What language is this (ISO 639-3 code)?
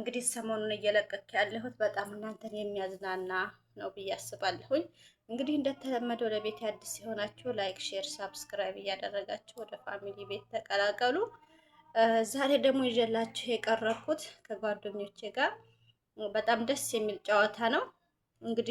amh